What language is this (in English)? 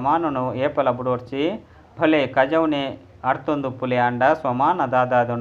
Tulu